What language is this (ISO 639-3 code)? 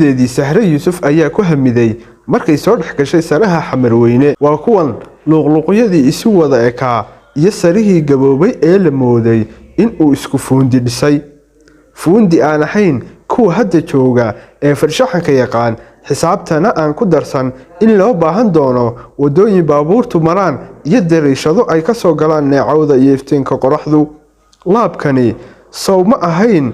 som